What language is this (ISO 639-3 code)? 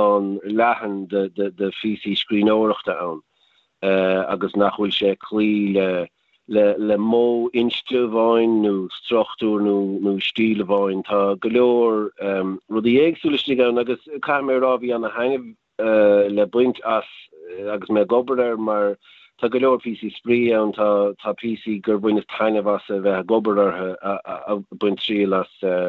gle